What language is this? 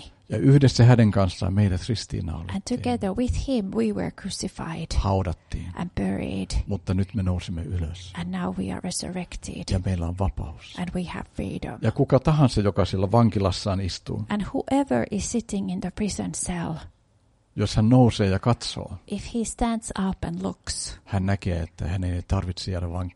Finnish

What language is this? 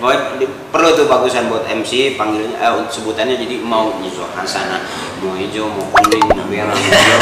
Betawi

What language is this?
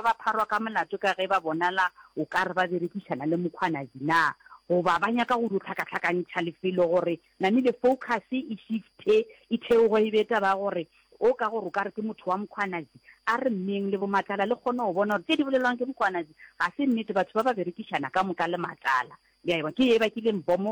Northern Sotho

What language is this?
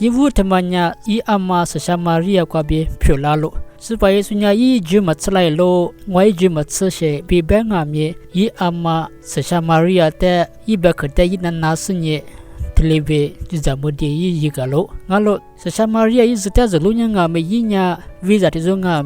Lisu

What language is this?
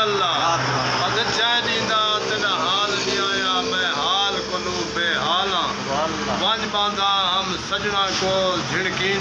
Saraiki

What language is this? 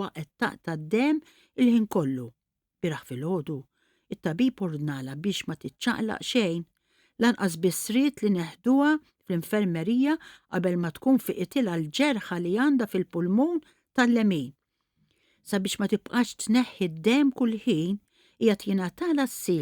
Maltese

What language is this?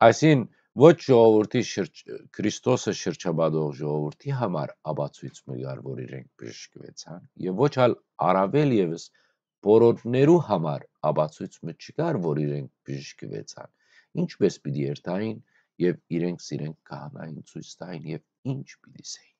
Western Armenian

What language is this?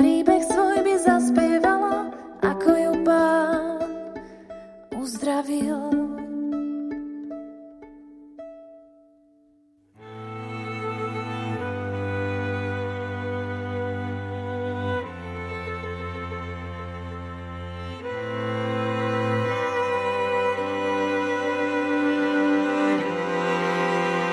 Slovak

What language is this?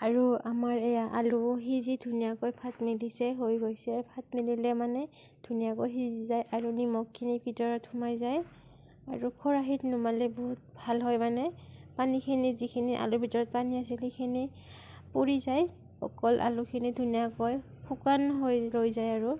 Assamese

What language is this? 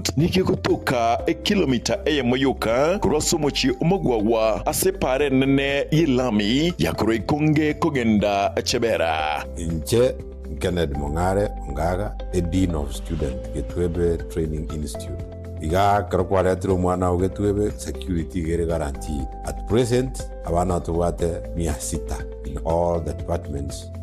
Gusii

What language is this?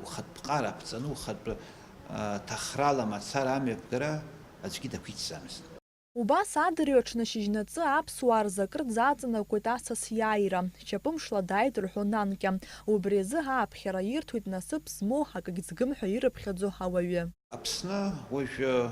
Abkhazian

